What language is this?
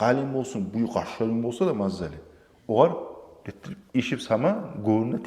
Kumyk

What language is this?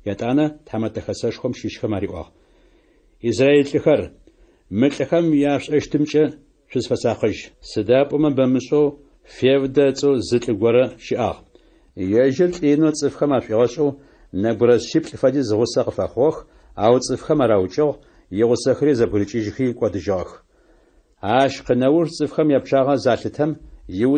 Adyghe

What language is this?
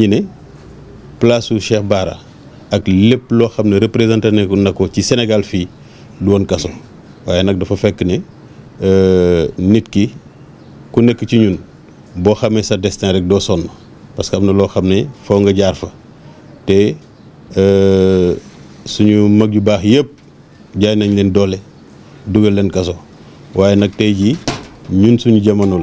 Wolof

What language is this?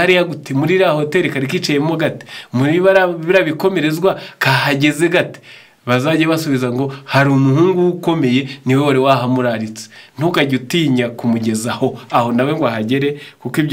Kinyarwanda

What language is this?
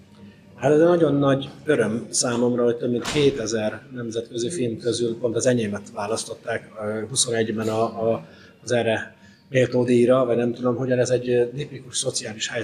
Hungarian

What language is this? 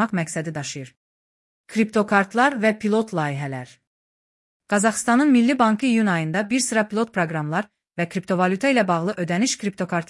Azerbaijani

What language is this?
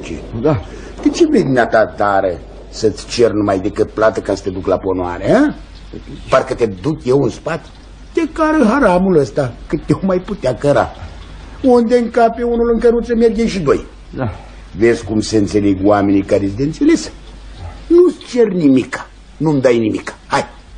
Romanian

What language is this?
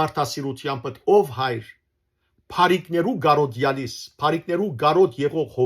Western Armenian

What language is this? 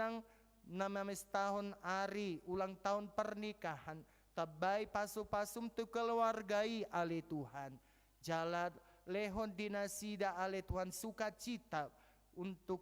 Batak Toba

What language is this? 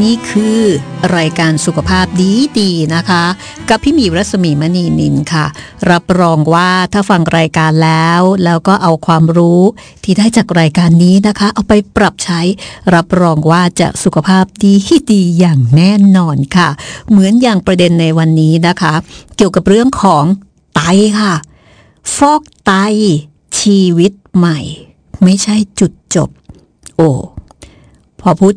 Thai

